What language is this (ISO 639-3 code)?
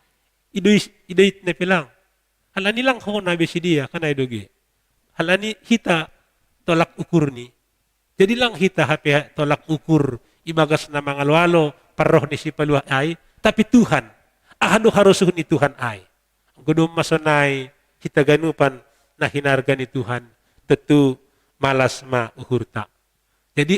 bts